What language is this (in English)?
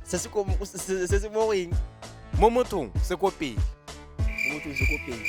Tswana